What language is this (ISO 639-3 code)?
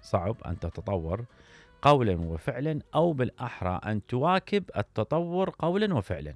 acm